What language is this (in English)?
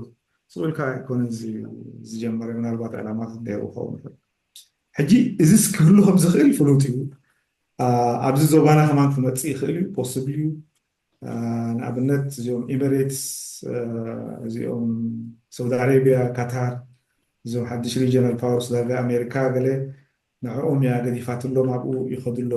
Tigrinya